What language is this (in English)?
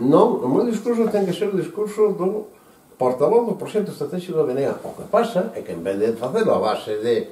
Galician